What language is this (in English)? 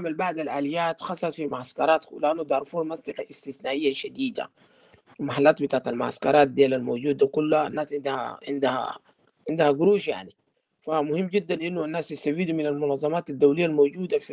Sudanese Arabic